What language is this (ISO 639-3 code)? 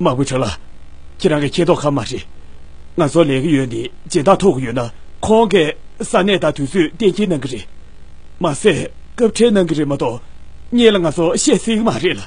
bod